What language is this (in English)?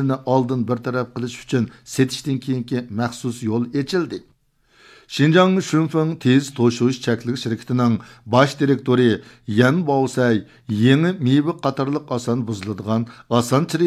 Uyghur